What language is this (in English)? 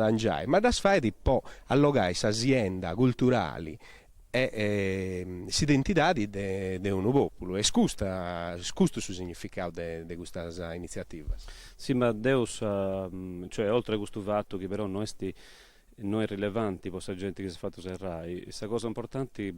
Sardinian